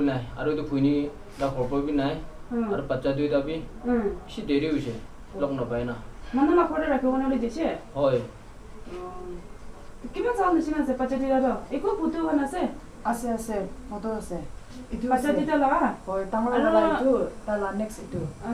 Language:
Naga Pidgin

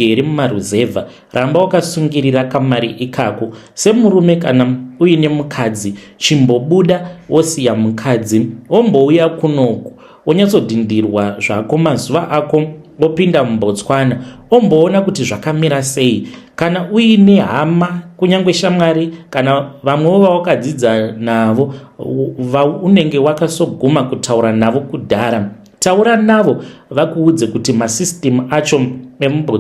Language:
Shona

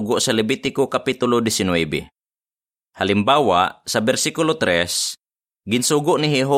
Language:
Hiligaynon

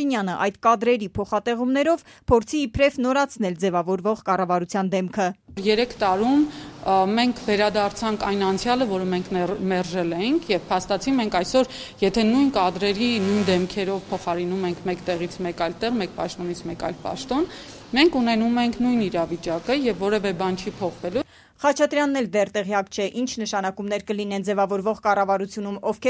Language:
Armenian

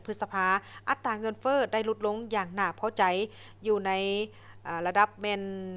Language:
Lao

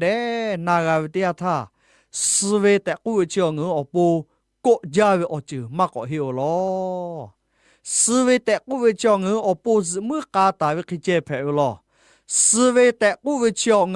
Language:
Lahu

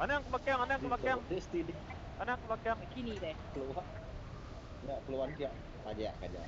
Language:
Iban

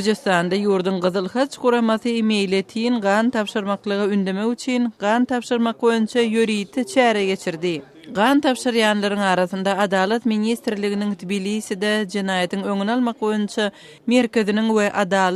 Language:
Turkmen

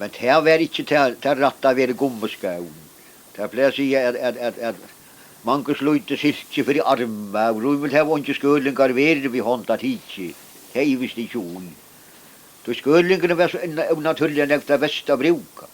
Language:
Faroese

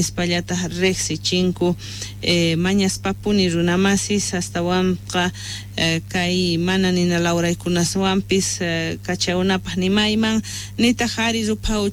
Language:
South Bolivian Quechua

